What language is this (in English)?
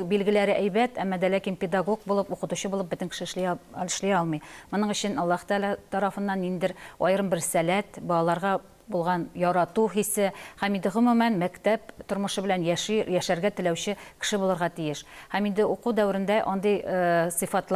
Tatar